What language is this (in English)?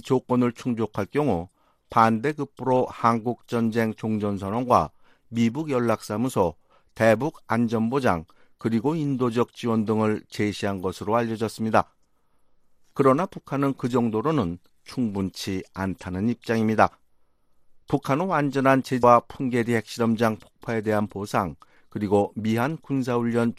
Korean